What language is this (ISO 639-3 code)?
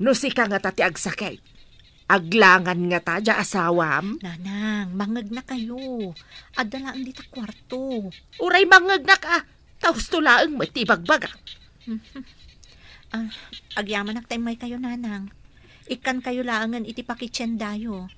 ilo